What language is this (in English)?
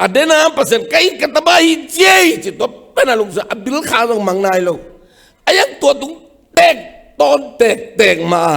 Tedim Chin